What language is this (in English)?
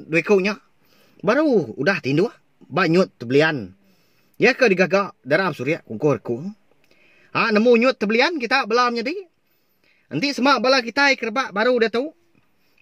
Iban